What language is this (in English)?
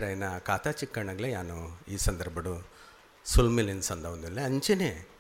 Tulu